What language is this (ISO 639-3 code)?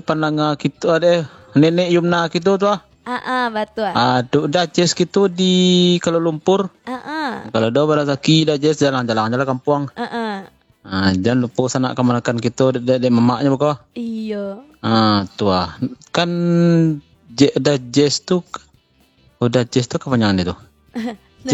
min